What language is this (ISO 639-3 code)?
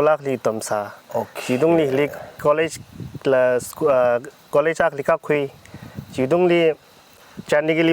nmf